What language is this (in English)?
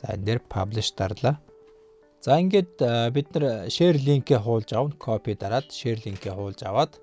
Mongolian